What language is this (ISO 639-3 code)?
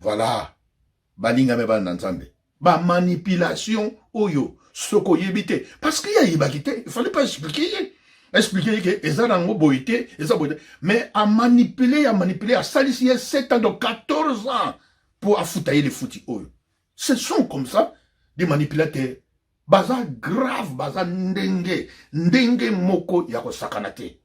lin